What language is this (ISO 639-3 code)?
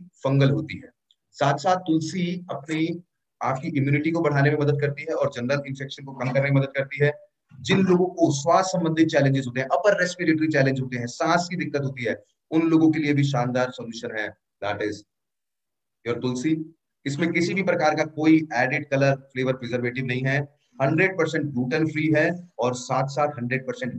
hin